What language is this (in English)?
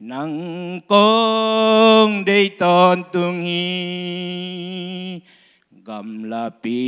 Tedim Chin